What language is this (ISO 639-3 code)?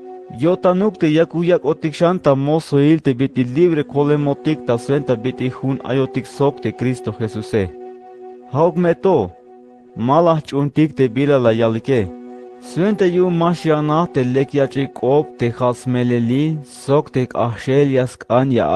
tzh